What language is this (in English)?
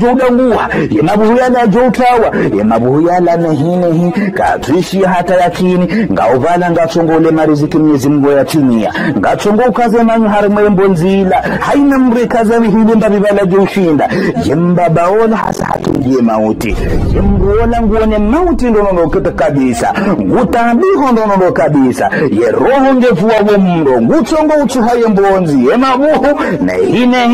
Ngazidja Comorian